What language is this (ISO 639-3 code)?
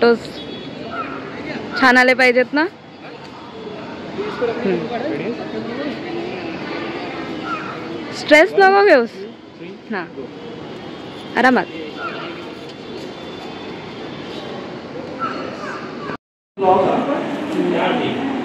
mar